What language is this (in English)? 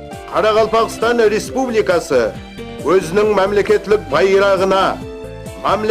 Kara-Kalpak